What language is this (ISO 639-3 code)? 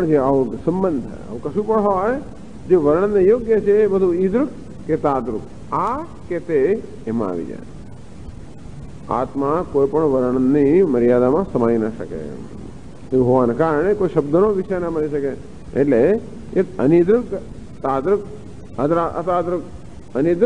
guj